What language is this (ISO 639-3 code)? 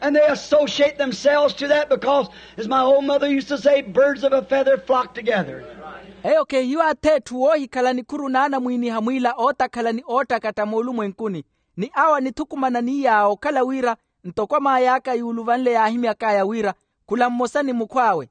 vmw